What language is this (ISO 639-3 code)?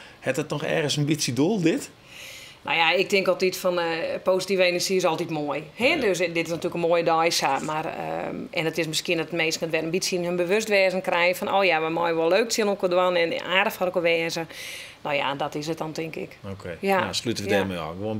fry